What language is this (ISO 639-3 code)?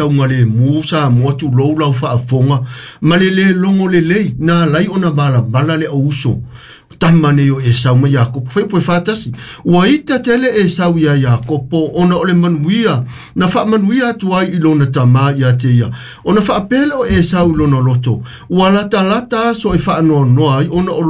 smo